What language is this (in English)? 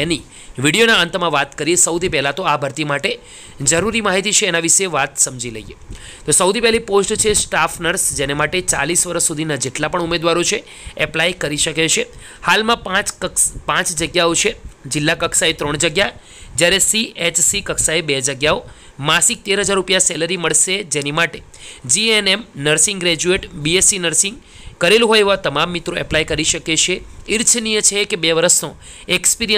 Gujarati